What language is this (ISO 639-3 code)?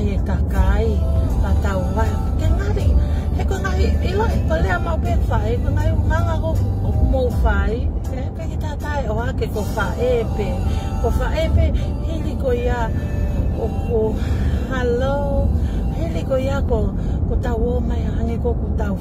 ton